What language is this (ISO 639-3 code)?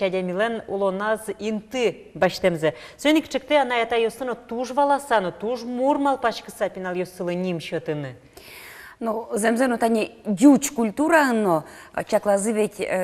udm